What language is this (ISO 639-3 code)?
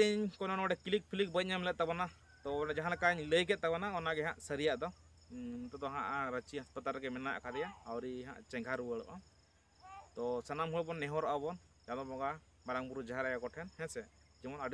sat